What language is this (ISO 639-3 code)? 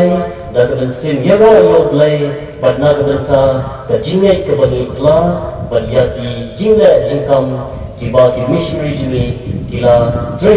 kha